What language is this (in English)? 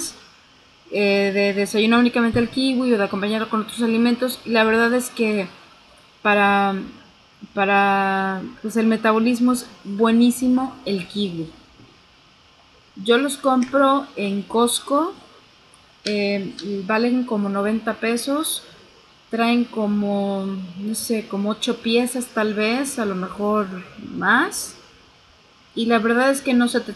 Spanish